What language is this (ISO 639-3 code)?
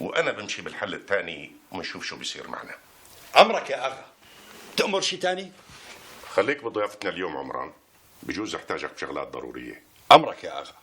apc